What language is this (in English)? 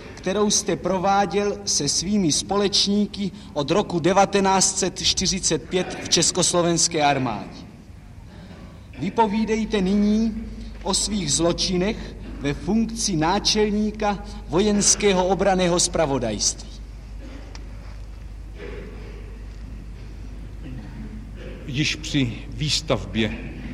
Czech